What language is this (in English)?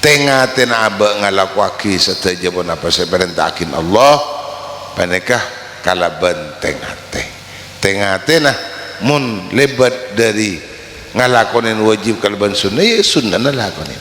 Madurese